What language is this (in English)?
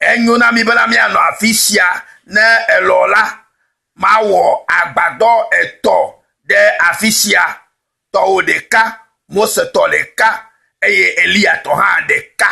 Ewe